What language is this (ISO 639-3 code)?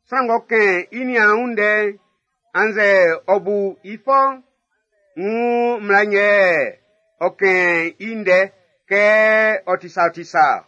bci